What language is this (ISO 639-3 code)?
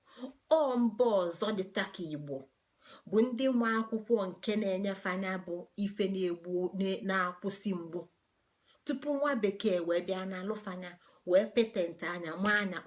ibo